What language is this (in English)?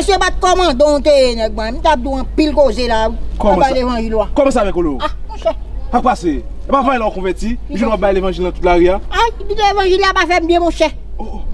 Haitian Creole